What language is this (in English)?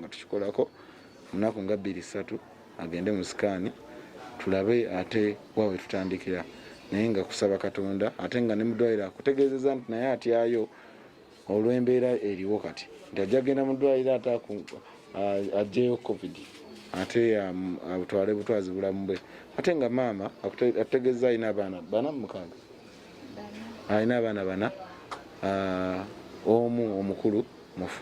Ganda